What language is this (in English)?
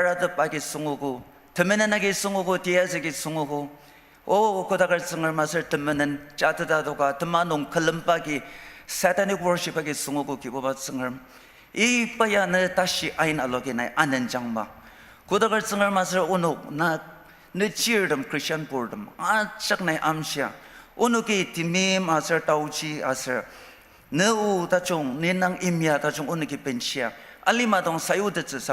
Ao Naga